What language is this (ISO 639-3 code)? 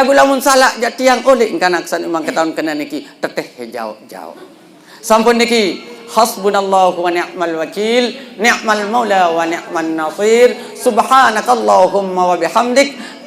sas